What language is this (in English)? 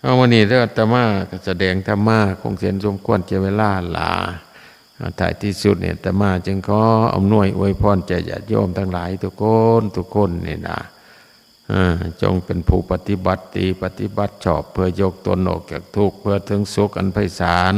Northeastern Thai